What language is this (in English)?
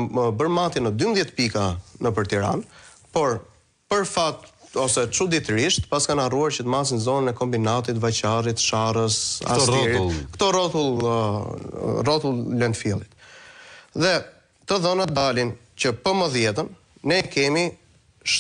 Albanian